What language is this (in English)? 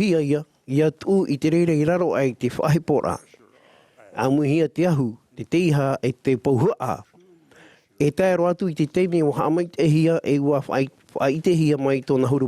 Tahitian